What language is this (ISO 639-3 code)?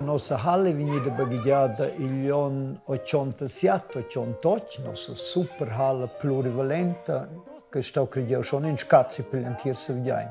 roh